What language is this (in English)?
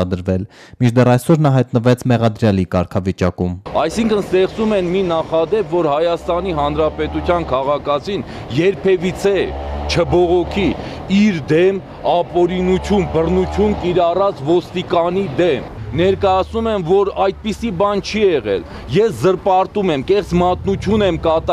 Armenian